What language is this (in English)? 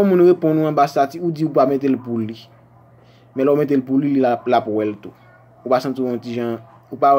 Haitian Creole